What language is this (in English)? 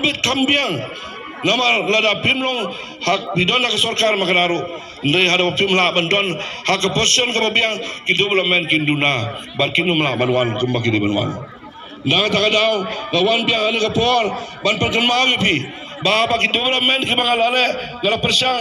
Khasi